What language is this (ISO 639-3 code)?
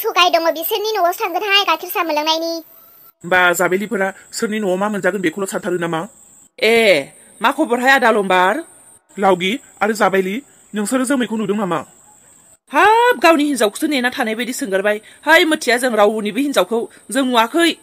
brx